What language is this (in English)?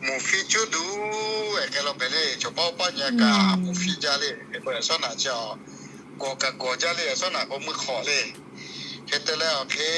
Lahu